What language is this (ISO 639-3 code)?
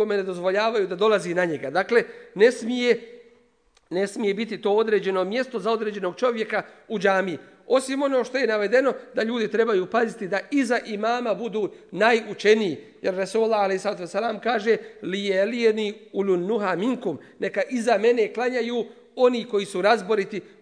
bos